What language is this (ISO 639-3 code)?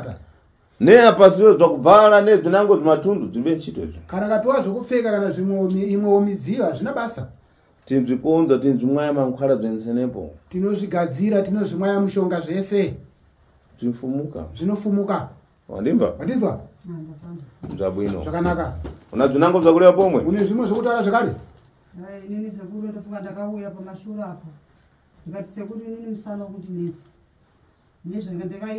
sna